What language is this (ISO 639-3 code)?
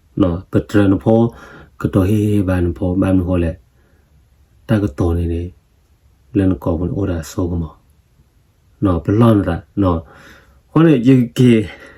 ksw